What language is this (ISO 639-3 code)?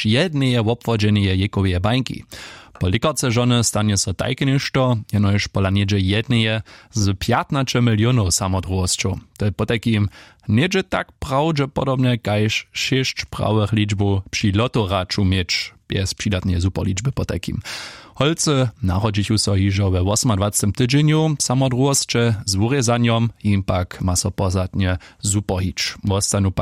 hsb